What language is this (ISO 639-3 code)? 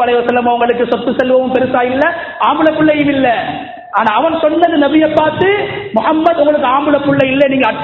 tam